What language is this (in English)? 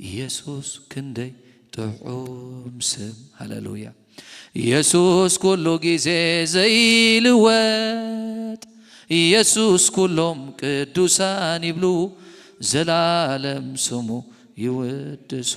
Tigrinya